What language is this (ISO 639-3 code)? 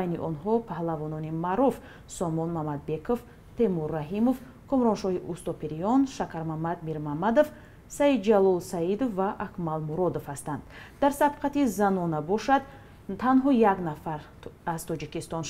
tgk